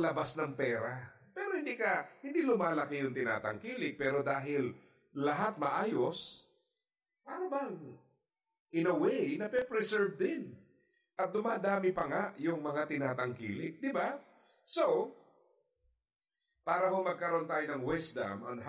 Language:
Filipino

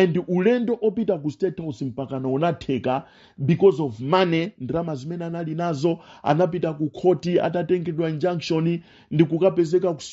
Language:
Nyanja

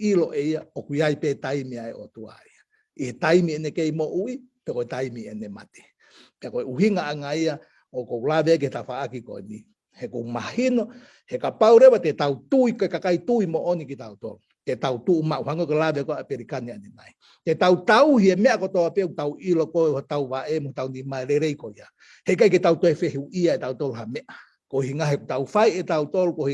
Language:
Tongan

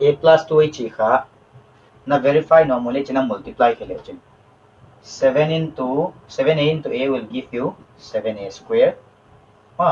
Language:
Paite Chin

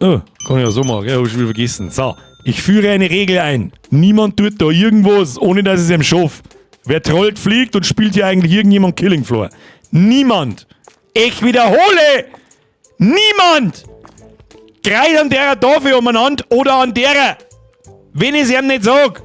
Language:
Bavarian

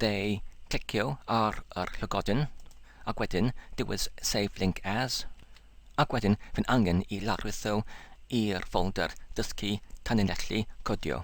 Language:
Welsh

